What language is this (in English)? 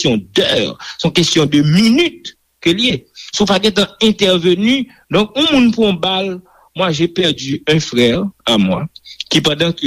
Haitian Creole